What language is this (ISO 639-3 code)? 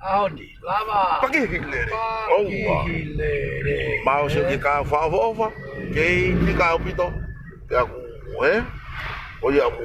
ton